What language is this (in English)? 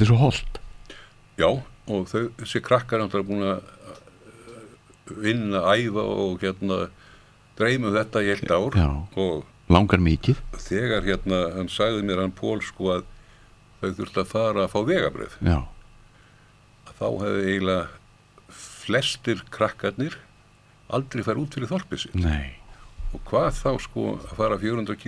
Icelandic